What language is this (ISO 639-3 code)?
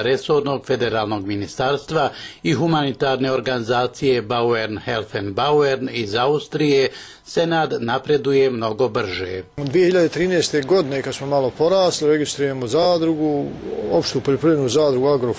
bos